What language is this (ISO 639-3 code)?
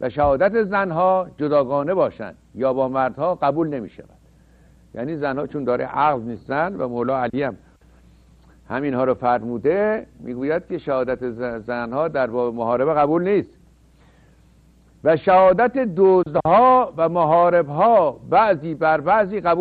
fas